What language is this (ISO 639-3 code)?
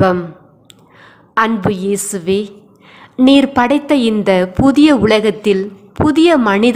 tam